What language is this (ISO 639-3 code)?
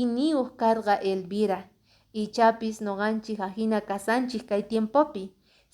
que